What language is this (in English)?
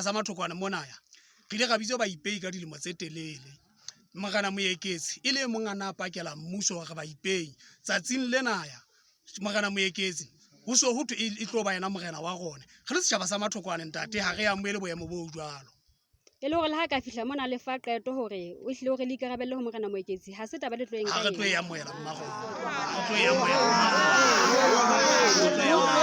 Southern Sotho